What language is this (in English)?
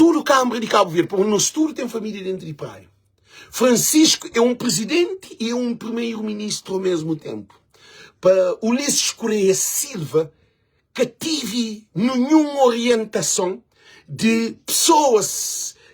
Kabuverdianu